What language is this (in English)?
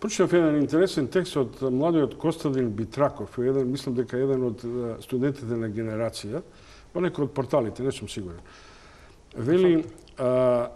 Macedonian